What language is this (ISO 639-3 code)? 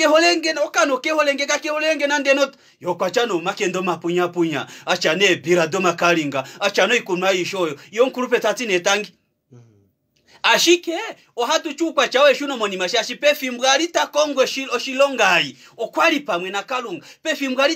kua